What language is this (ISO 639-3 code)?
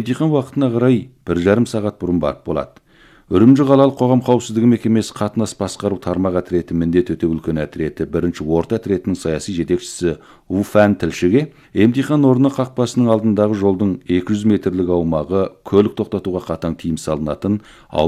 kaz